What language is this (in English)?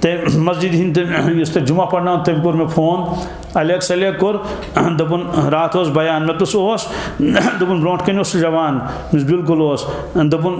Kashmiri